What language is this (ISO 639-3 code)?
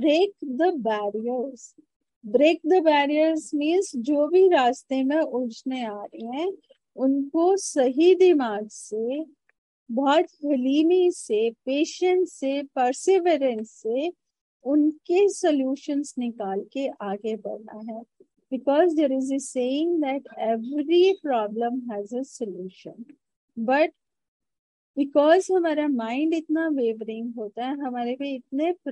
hin